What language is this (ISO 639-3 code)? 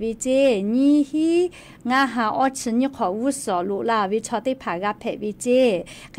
lhu